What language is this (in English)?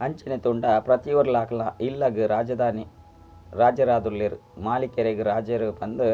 Tulu